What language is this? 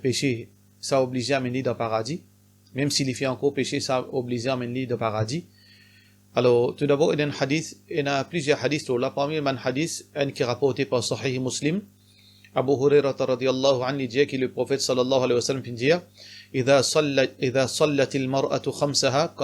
Morisyen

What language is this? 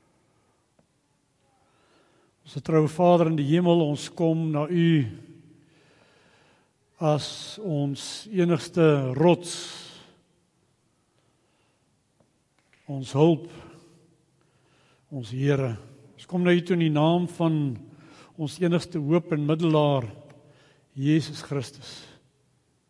Afrikaans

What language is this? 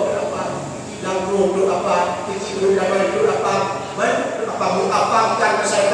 Achinese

